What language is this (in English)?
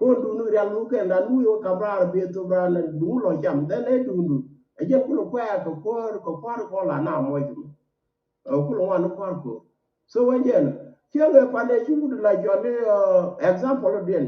Nuer